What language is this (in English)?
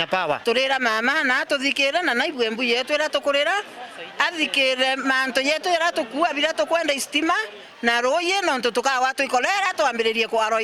Meru